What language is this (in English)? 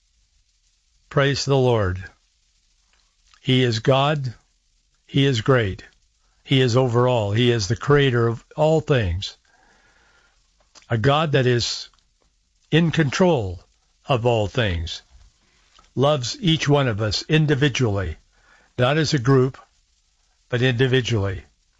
English